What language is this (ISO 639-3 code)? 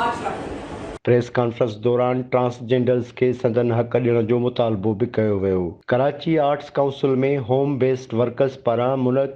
snd